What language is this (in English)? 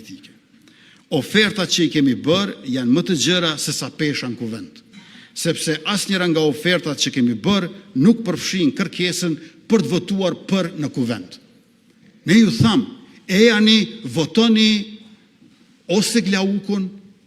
Albanian